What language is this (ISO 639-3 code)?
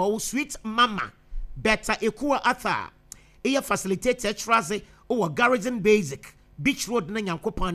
aka